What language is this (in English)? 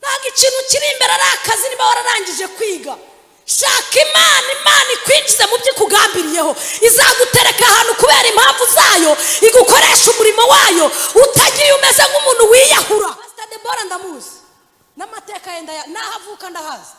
Kinyarwanda